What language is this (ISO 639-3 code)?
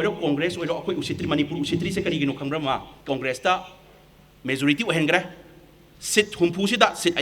mni